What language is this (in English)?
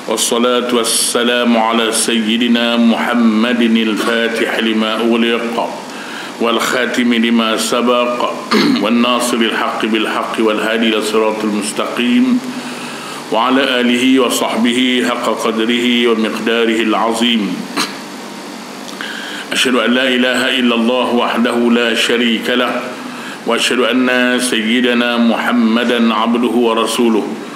Malay